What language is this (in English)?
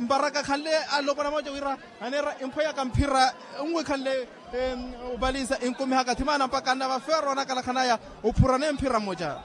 Makhuwa